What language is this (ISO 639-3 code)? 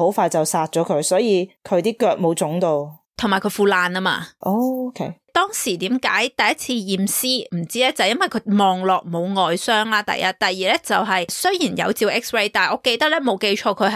yue